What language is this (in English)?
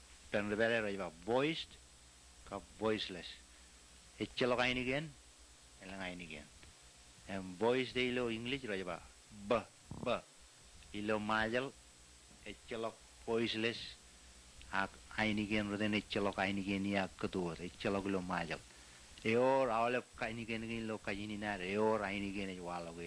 Marshallese